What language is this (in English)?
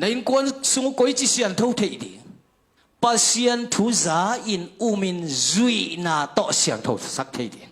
Tedim Chin